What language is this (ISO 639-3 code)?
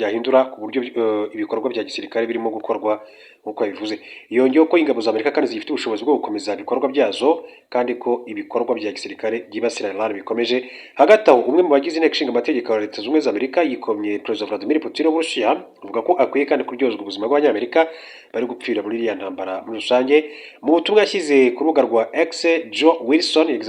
kin